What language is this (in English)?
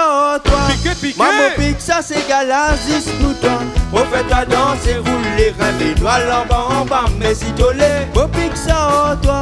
Réunion Creole French